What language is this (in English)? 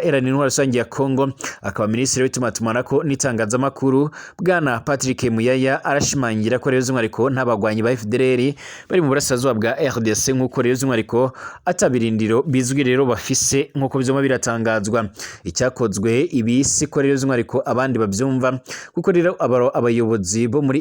Rundi